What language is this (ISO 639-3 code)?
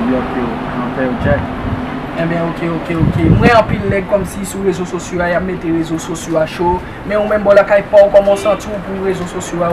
hat